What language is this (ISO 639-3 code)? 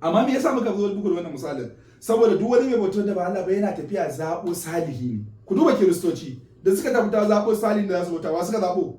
hau